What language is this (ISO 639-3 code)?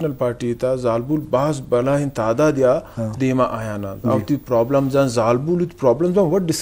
bgp